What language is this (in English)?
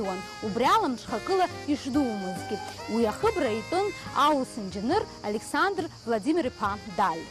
Abkhazian